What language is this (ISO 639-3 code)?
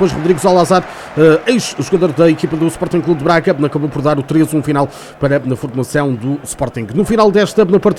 por